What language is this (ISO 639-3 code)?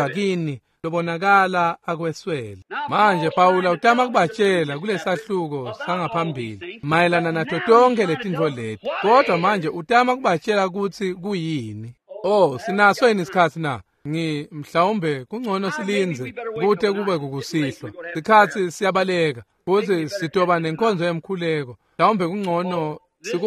ssw